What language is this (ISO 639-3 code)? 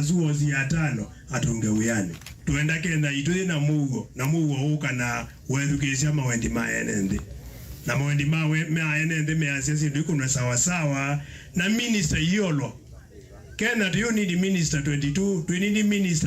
kam